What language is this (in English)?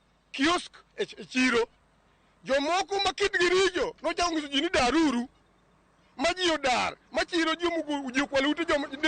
Luo (Kenya and Tanzania)